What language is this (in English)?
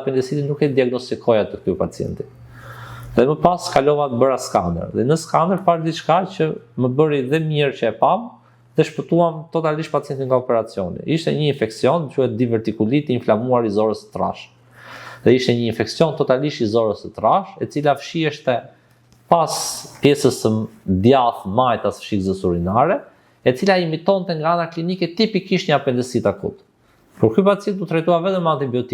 Albanian